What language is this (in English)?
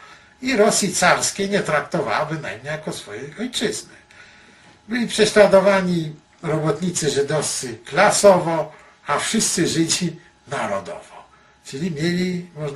Polish